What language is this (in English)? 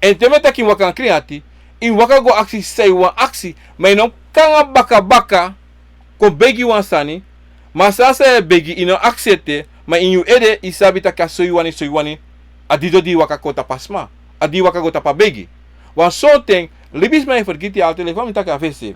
Sranan Tongo